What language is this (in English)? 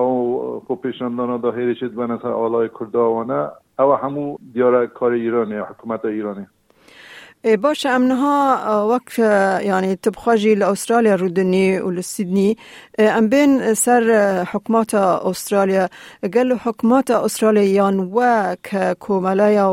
Kurdish